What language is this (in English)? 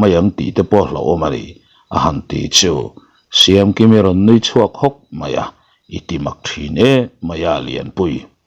Mizo